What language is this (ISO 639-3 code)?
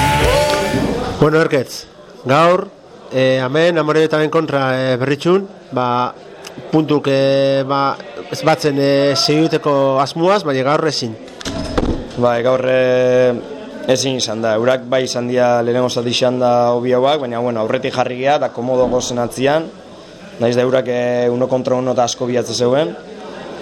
eus